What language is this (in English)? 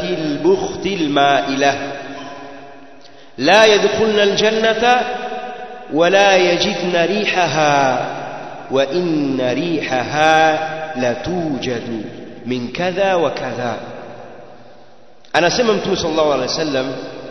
Swahili